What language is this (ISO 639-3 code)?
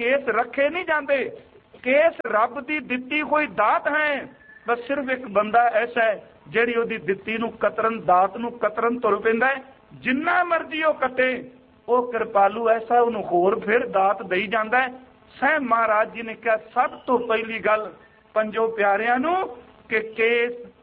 pan